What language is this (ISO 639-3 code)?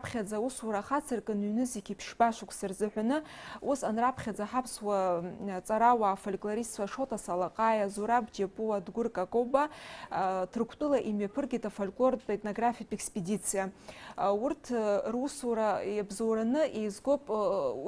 abk